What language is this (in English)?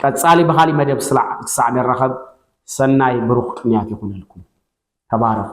Tigrinya